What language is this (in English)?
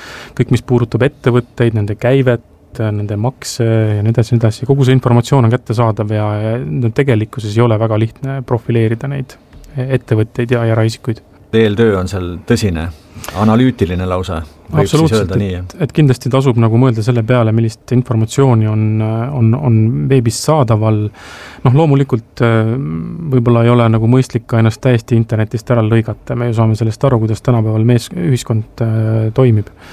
Estonian